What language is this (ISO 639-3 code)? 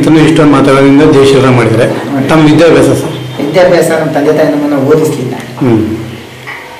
kan